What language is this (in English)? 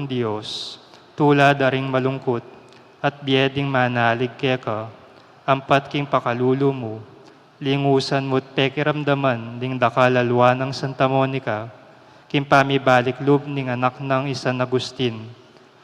Pampanga